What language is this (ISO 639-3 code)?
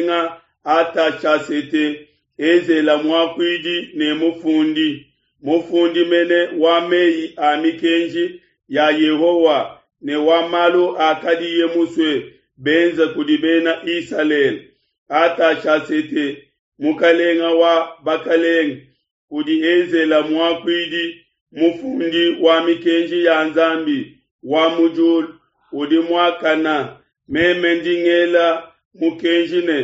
lua